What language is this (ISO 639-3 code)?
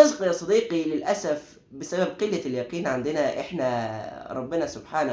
arz